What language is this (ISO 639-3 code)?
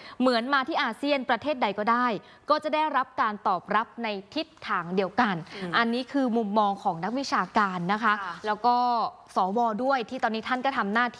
tha